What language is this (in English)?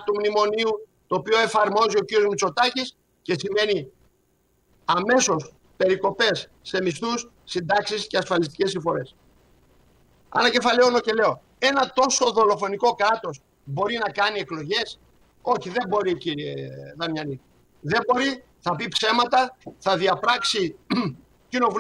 Greek